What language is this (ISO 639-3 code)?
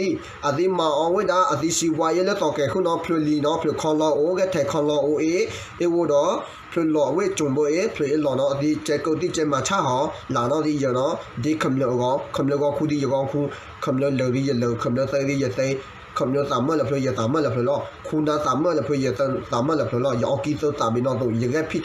ksw